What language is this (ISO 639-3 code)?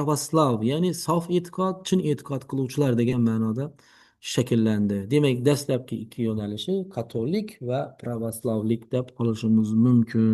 uzb